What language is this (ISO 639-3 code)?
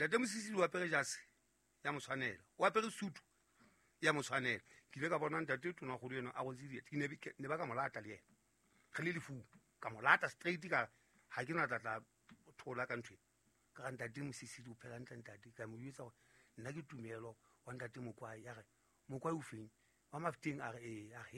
sot